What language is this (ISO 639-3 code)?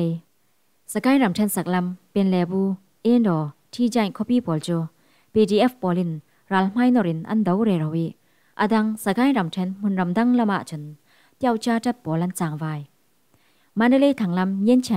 cfm